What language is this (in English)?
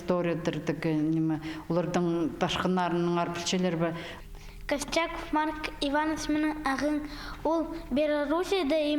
Khakas